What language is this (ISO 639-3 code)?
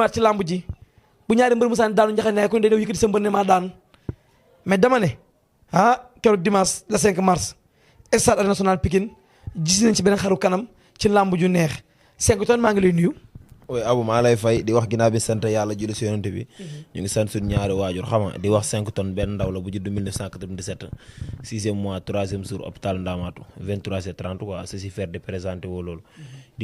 wol